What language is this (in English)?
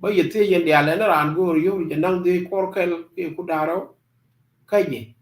Nuer